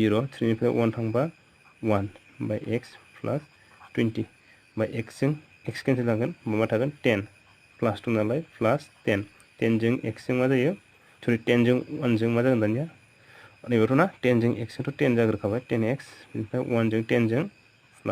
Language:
Bodo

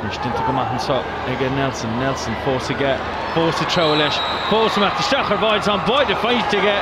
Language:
Irish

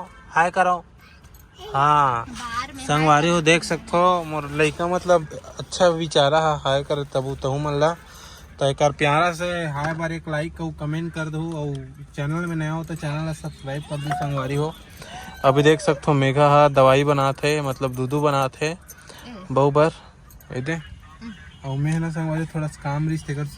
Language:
Chhattisgarhi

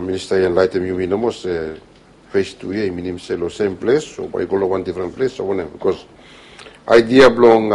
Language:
Bislama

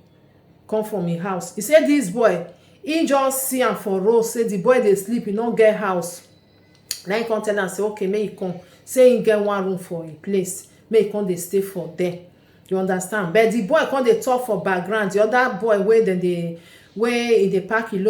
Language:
Nigerian Pidgin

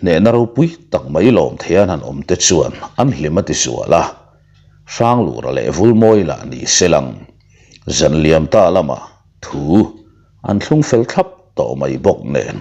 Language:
Mizo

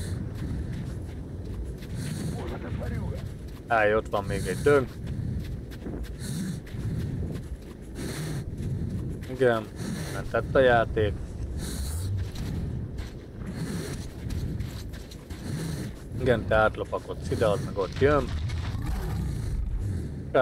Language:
Hungarian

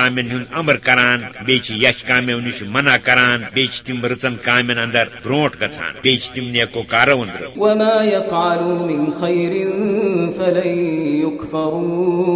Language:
Kashmiri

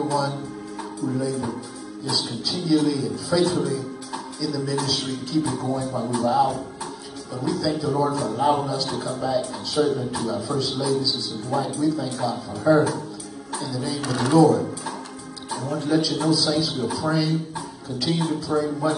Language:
English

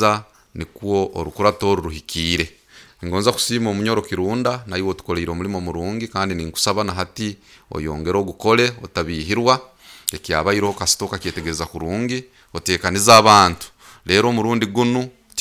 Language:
Nyoro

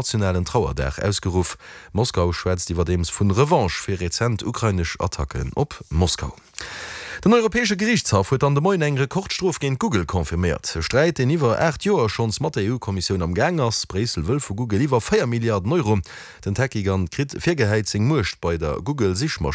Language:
Luxembourgish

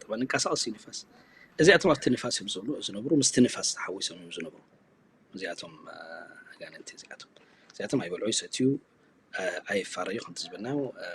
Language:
Tigrinya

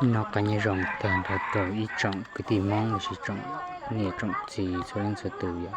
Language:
Hmong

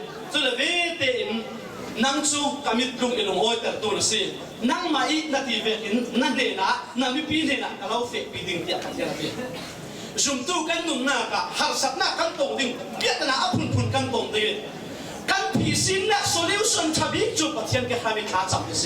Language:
Falam Chin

